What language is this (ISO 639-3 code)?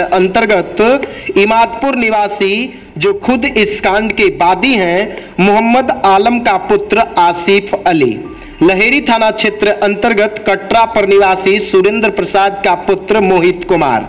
hin